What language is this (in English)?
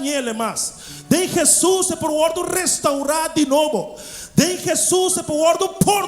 Papiamento